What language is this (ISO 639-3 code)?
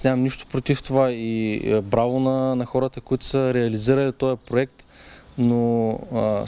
bul